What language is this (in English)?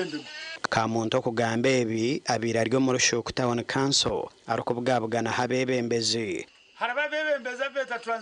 Nyankole